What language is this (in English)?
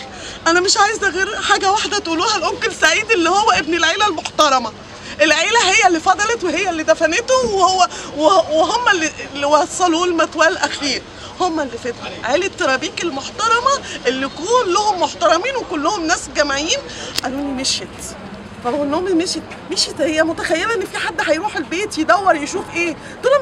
Egyptian Arabic